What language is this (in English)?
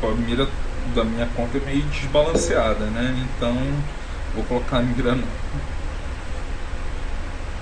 Portuguese